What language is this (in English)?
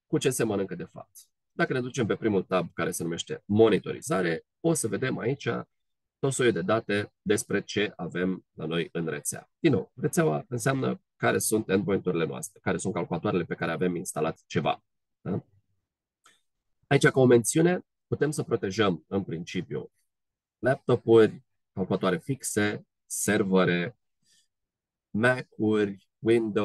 Romanian